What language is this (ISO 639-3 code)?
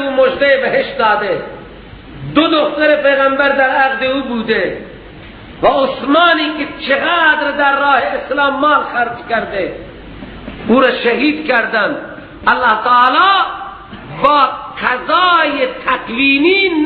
fas